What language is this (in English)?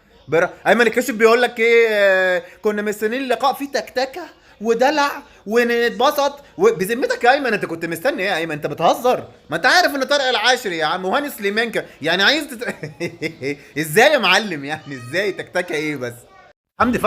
Egyptian Arabic